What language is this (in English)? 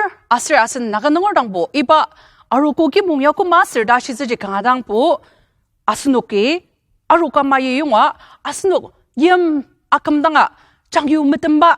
Ao Naga